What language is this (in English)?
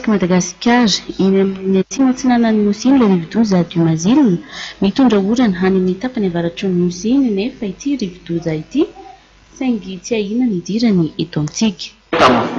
Malagasy